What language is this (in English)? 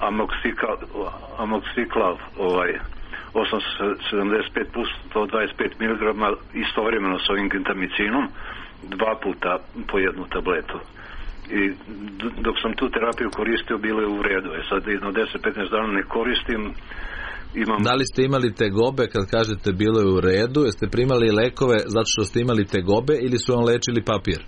Serbian